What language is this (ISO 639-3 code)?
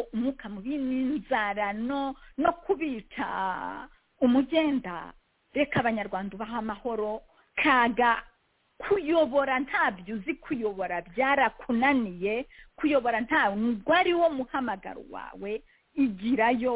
kin